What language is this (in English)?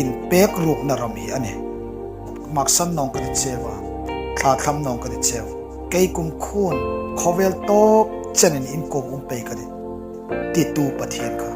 Hmar